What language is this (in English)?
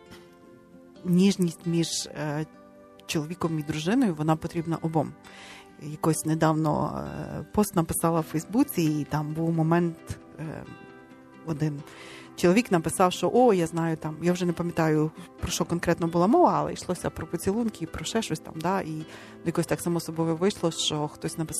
Ukrainian